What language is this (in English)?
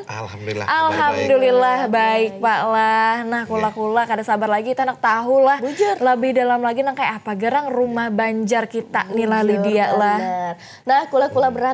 Banjar